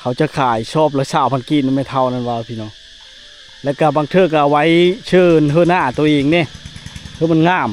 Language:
Lao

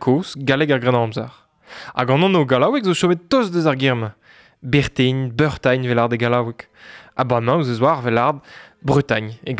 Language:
Breton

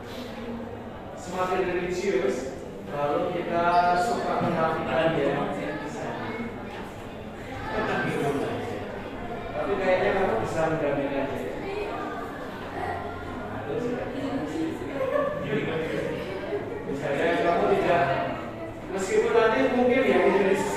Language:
Indonesian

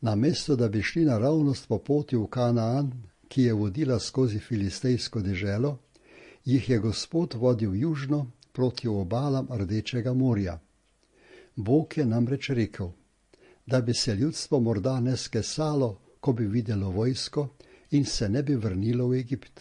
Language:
Slovenian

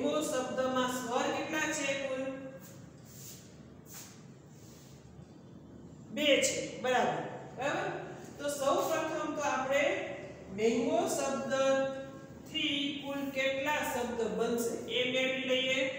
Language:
Gujarati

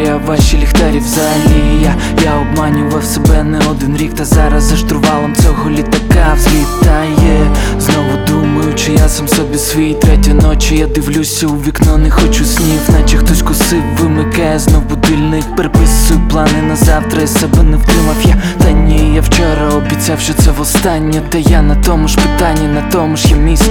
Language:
Ukrainian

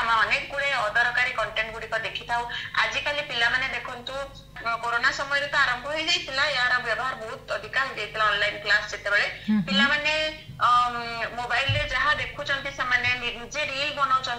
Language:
Odia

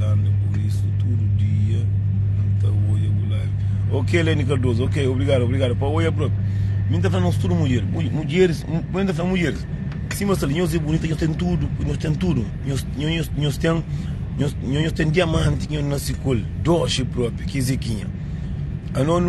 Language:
Kabuverdianu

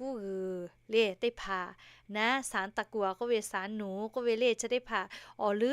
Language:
Lahu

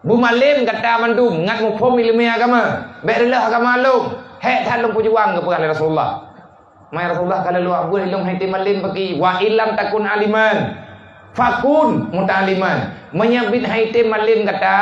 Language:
Achinese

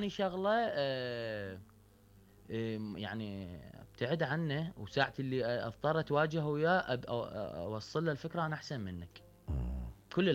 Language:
Mesopotamian Arabic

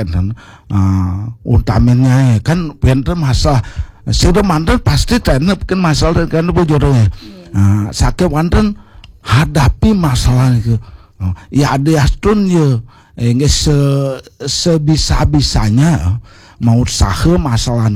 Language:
Balinese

